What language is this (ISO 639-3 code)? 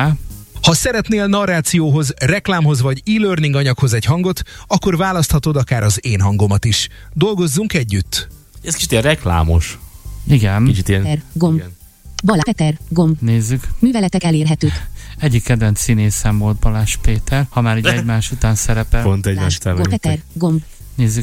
hun